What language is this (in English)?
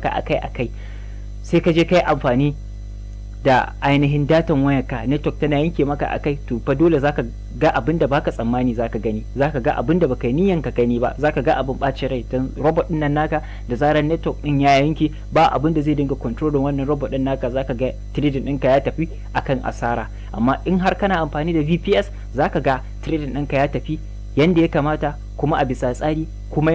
Hausa